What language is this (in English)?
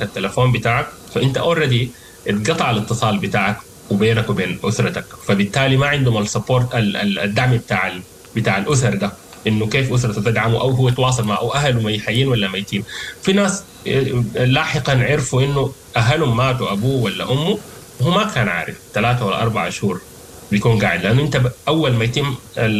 Sudanese Arabic